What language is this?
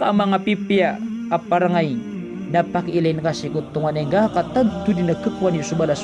Maranao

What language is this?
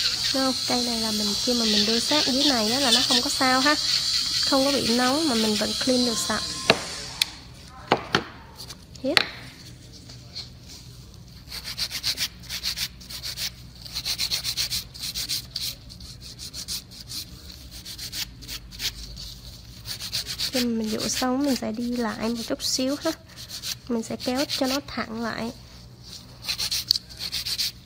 Vietnamese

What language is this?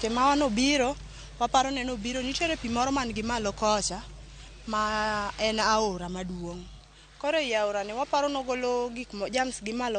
Luo (Kenya and Tanzania)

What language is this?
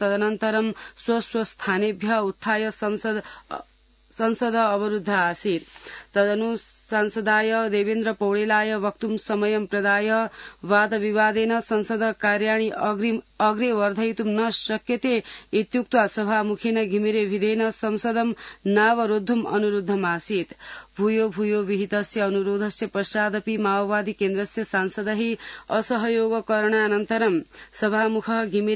Sanskrit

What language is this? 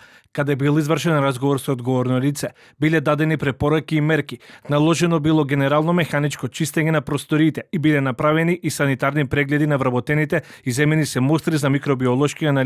Macedonian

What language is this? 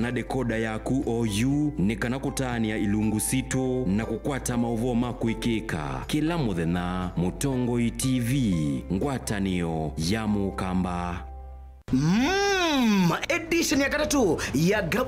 Kamba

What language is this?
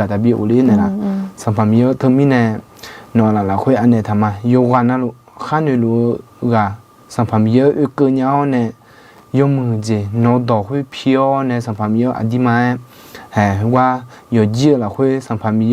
Akha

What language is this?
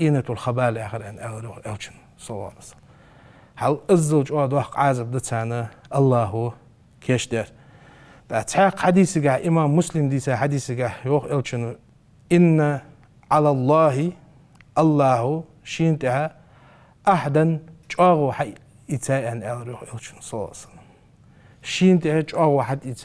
Ingush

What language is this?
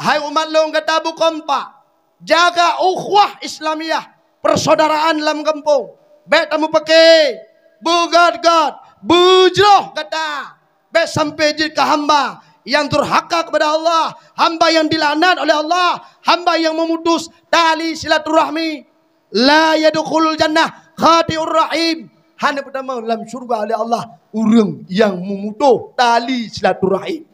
Achinese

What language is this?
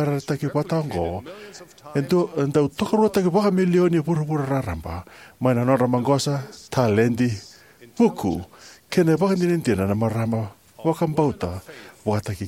Fijian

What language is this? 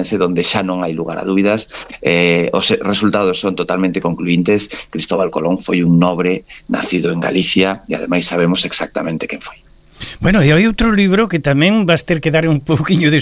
Galician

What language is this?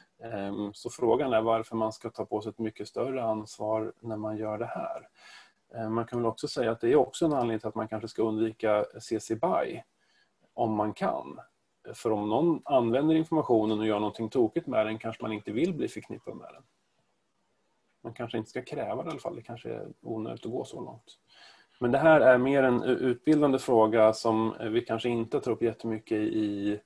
Swedish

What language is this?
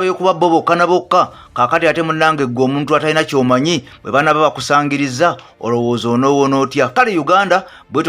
Ganda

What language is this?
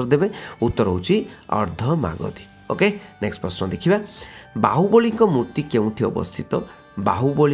Odia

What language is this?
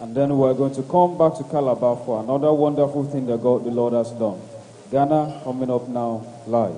Ewe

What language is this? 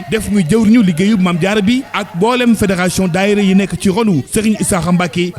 Wolof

